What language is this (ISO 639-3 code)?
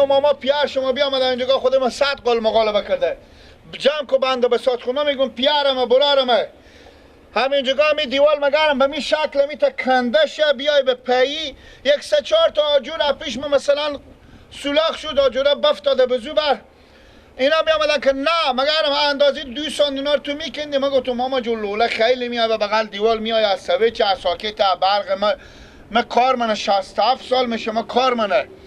fas